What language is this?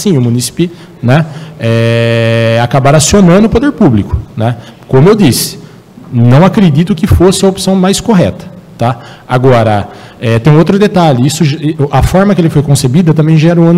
Portuguese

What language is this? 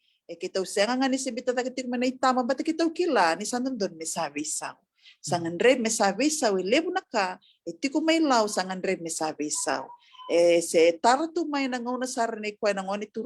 Fijian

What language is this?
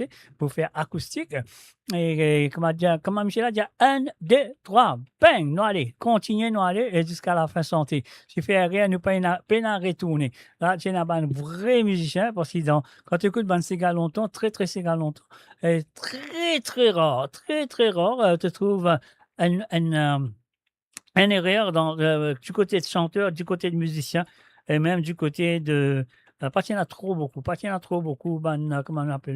Morisyen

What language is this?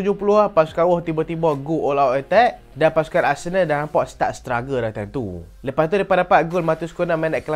Malay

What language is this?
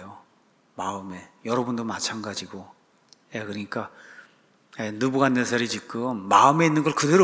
Korean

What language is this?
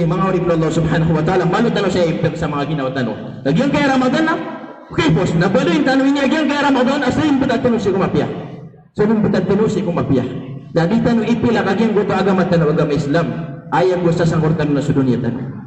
Maranao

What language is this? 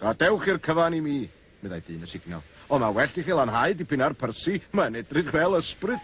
Welsh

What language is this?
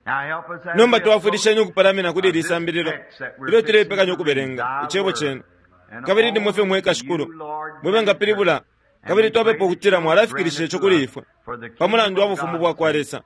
Bemba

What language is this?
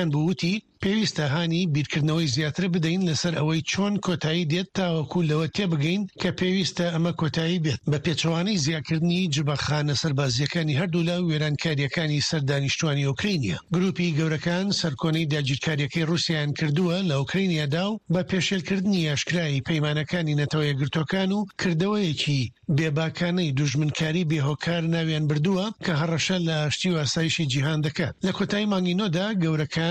Central Kurdish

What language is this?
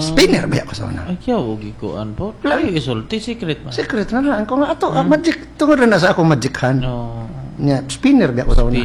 Cebuano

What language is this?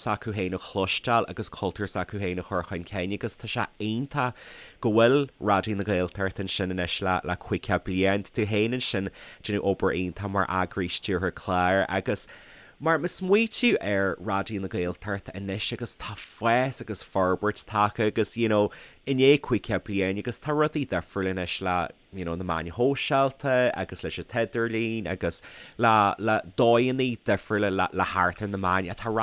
Irish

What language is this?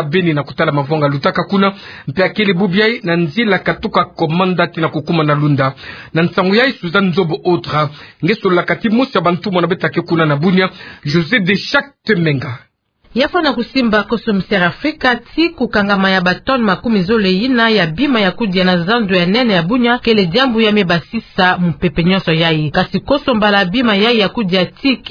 Kituba (Democratic Republic of Congo)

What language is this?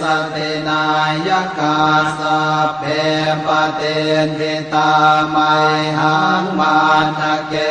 Pali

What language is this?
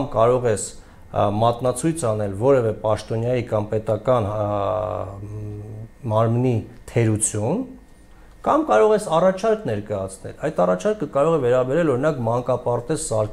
Armenian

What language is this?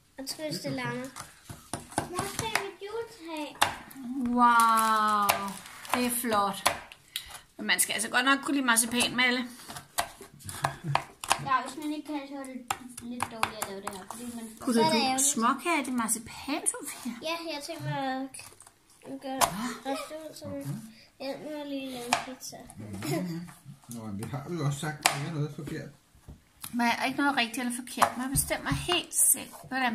Danish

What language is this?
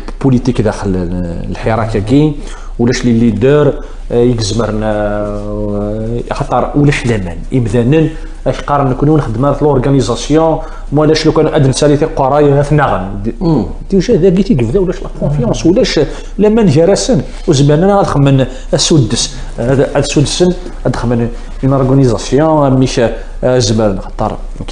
Kabyle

